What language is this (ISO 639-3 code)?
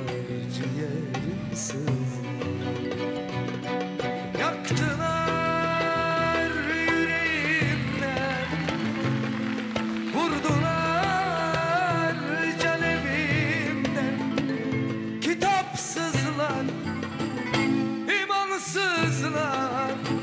tur